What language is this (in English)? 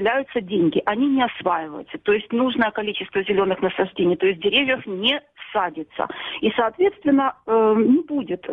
Russian